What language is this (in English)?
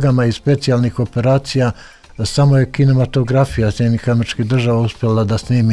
Serbian